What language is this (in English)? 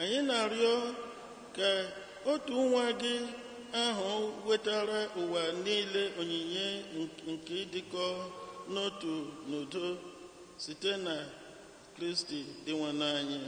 Igbo